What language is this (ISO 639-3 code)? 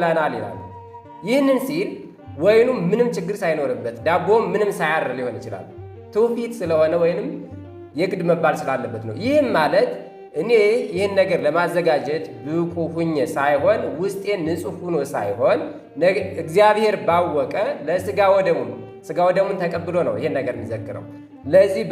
amh